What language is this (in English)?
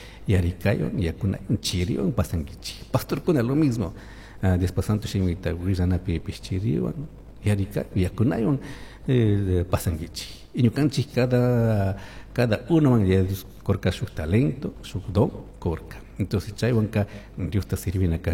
Chimborazo Highland Quichua